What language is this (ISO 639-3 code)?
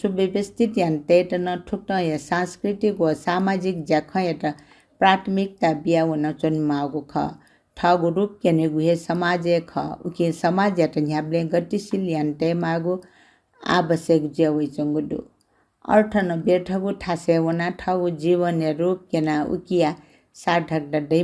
new